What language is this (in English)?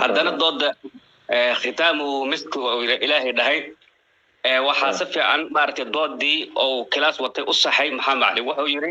Somali